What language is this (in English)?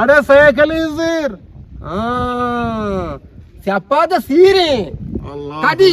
Eastern Balochi